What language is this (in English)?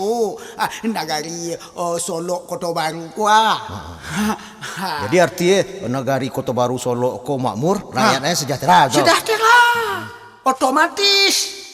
Minangkabau